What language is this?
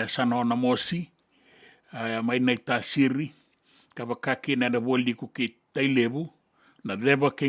Fijian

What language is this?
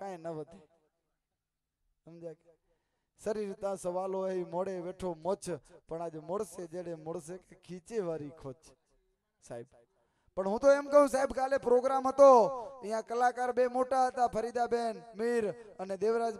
Gujarati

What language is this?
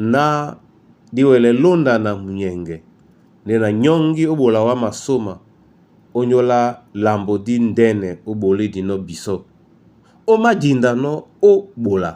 Duala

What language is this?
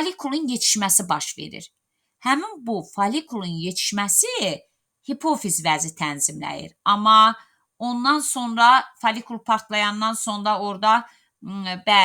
Azerbaijani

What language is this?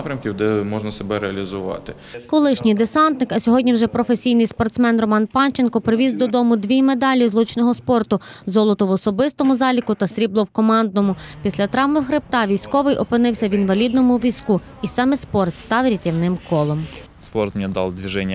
Ukrainian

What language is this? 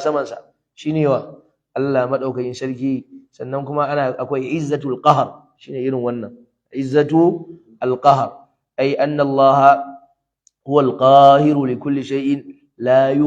Hausa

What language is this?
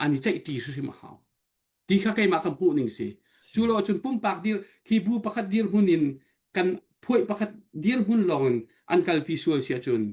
Hakha Chin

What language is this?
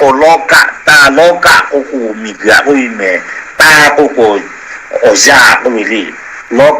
Lahu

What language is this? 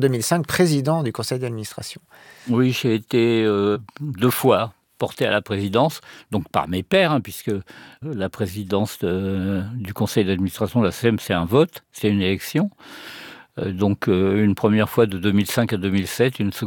French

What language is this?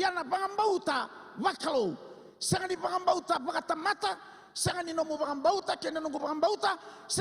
Fijian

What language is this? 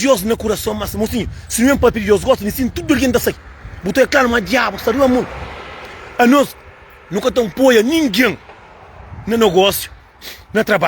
Kabuverdianu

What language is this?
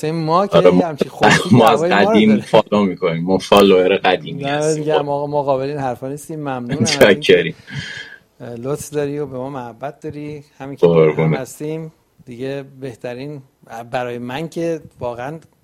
Persian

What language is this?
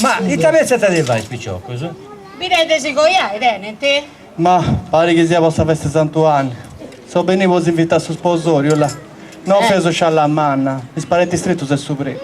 Sardinian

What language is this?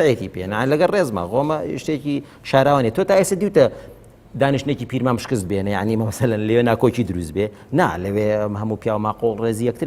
Central Kurdish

